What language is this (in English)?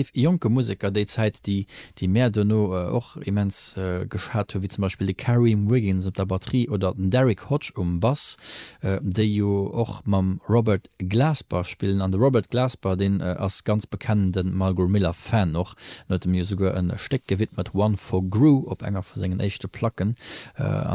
Luxembourgish